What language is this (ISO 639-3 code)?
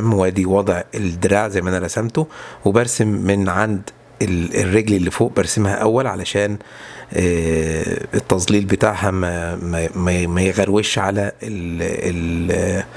arz